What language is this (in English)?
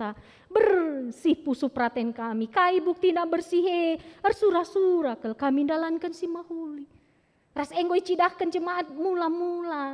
Batak Karo